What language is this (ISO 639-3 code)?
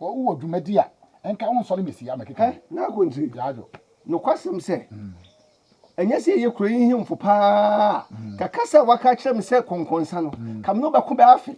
aka